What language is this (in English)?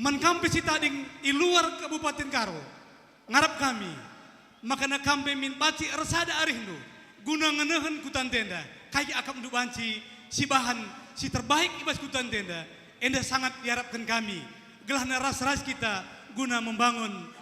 Batak Karo